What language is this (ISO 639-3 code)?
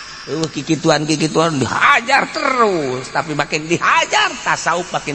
sun